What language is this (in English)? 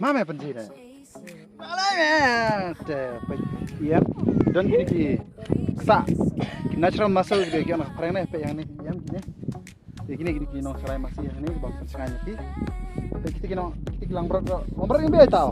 Khasi